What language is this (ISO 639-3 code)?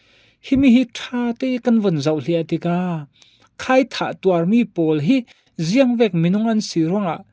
cfm